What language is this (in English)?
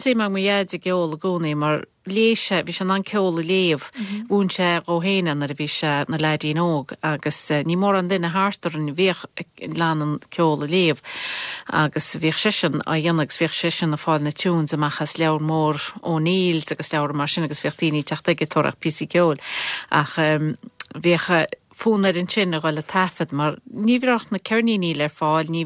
Irish